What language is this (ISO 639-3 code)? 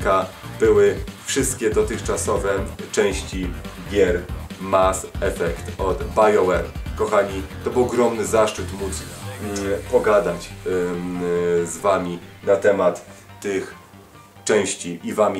pol